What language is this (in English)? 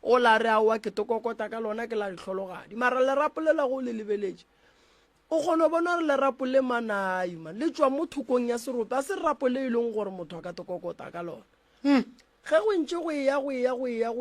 Northern Sotho